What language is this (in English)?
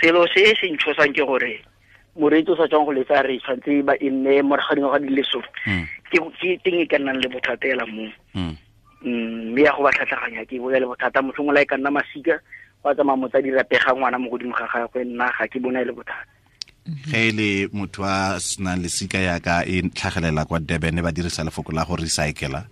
Tswana